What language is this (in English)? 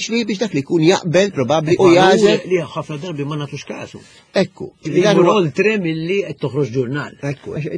Maltese